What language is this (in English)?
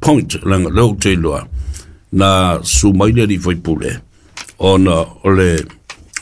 Samoan